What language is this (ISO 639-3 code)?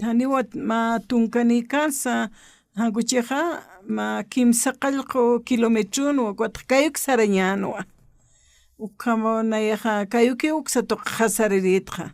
aym